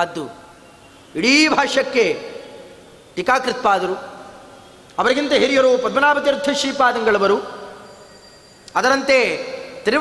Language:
Kannada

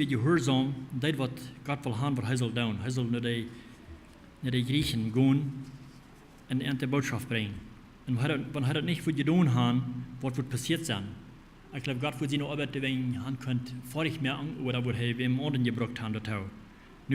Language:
Plautdietsch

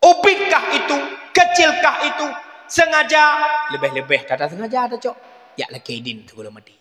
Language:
Achinese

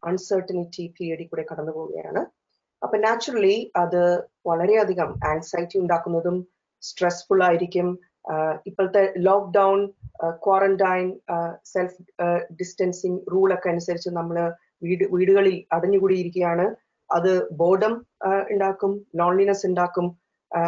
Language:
Malayalam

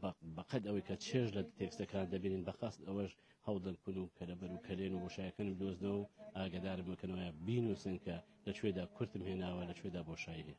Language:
Central Kurdish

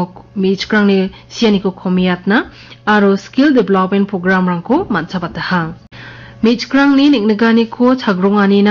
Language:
Garo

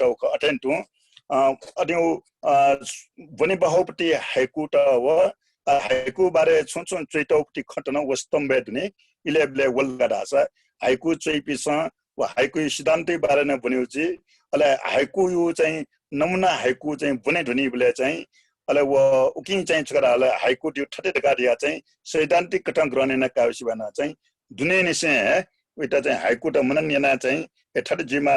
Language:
Newari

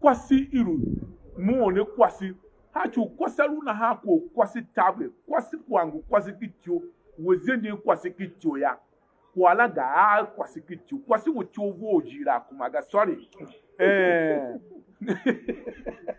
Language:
Tiv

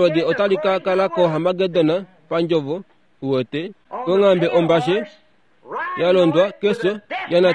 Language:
Kuanyama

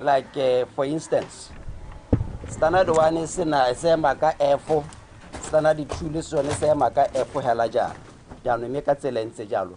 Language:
Tswana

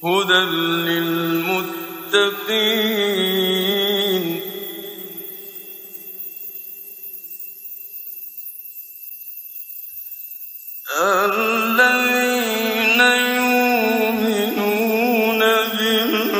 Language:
Arabic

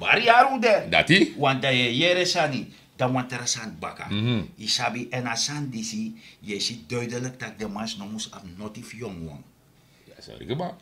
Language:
Sranan Tongo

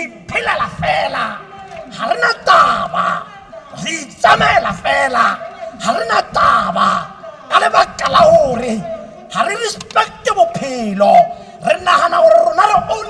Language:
Tswana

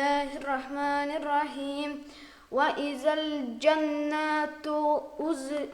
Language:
Kumyk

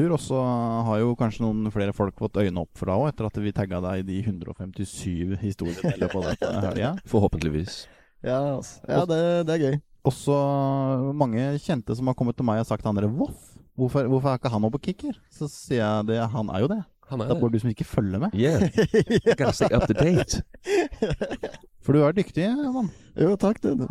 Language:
Norwegian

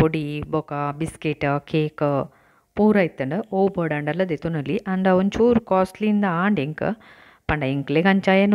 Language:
Tulu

